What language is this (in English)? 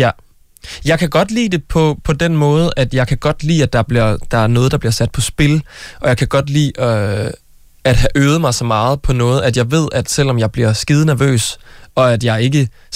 Danish